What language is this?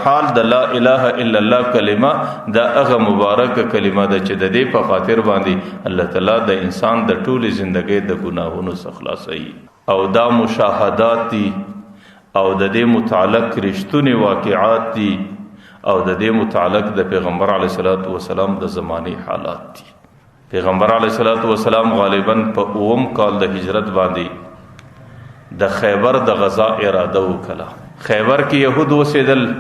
Pashto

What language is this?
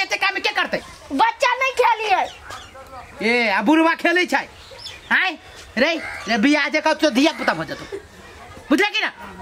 Maithili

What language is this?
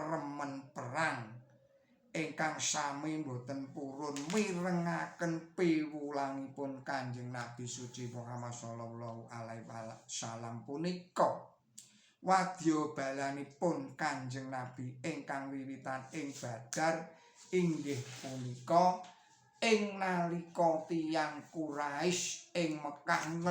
Javanese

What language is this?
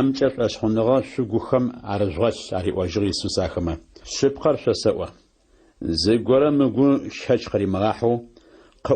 Adyghe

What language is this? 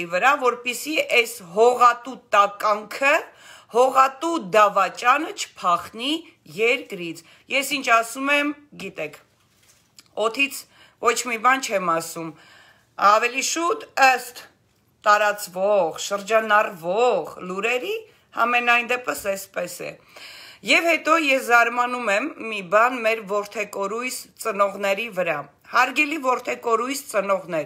Armenian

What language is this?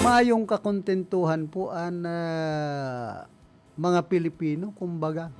Bikol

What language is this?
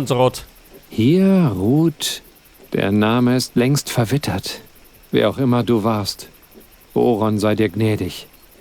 Bavarian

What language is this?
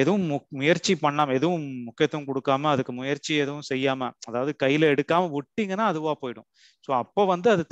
Tamil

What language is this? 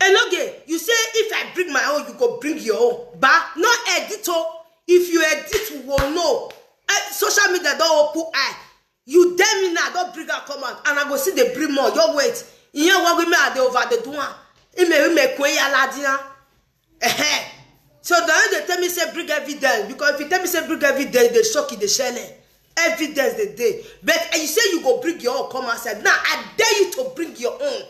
Nigerian Pidgin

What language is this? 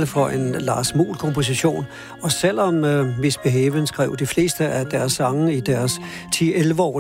Danish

